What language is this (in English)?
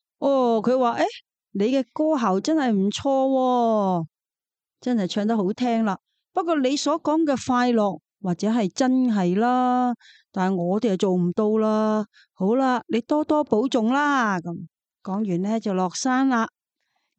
Cantonese